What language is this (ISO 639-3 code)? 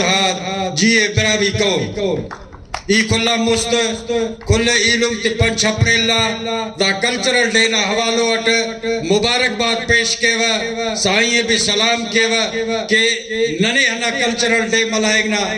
brh